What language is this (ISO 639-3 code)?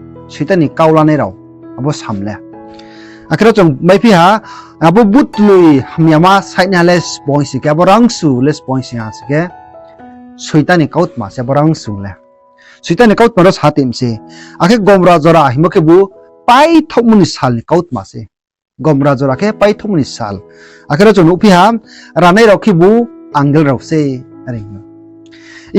ria